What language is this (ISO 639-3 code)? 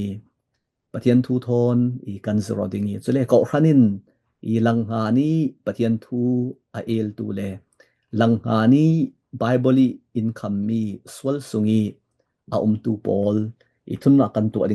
cfm